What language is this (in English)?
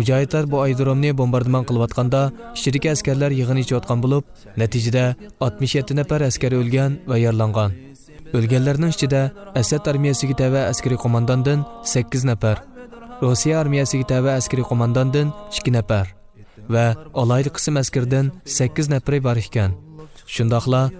Uyghur